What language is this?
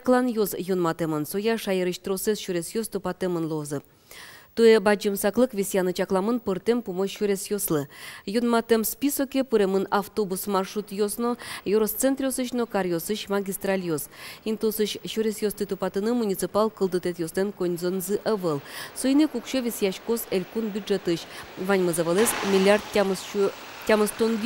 Udmurt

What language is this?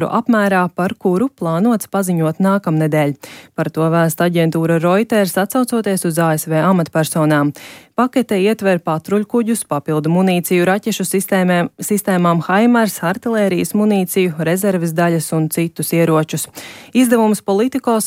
Latvian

